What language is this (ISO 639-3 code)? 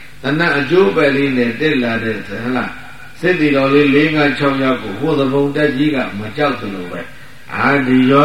mya